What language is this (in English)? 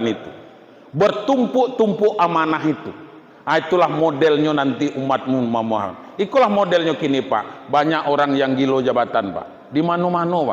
Minangkabau